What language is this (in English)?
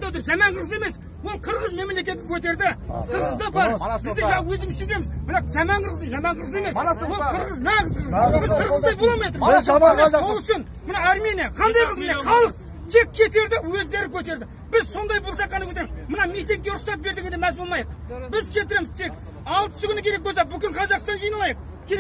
Kazakh